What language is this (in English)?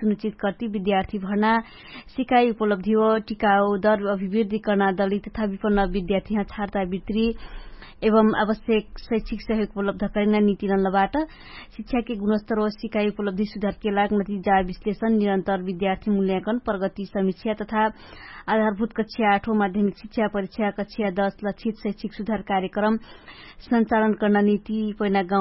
Dangaura Tharu